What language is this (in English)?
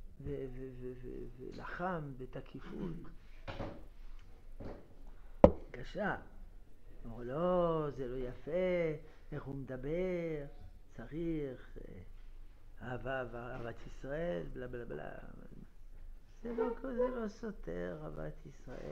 Hebrew